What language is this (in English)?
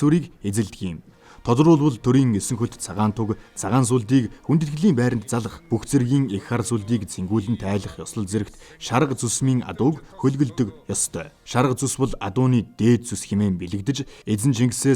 Mongolian